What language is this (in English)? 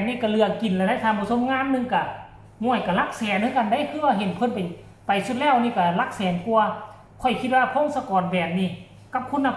Northeastern Thai